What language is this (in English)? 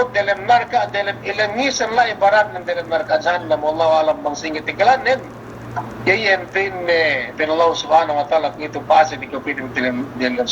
Yakan